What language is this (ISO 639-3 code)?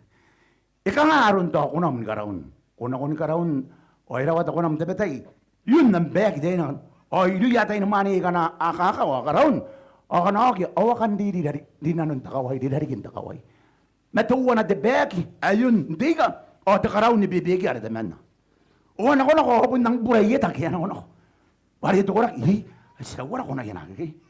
gil